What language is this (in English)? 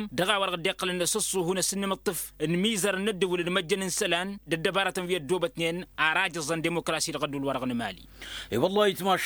Tamasheq